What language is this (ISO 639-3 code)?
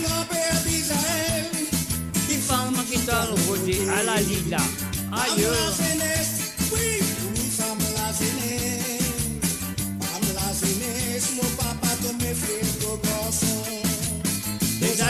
mfe